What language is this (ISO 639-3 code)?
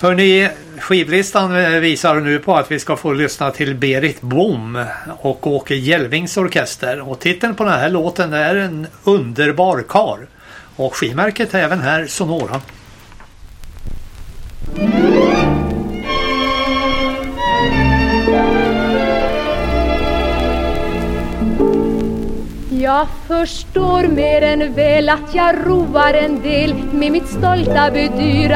swe